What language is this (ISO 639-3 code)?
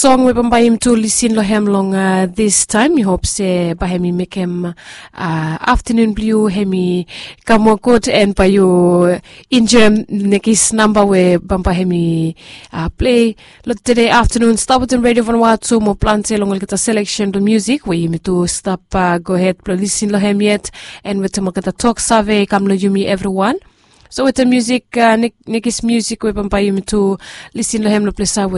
bis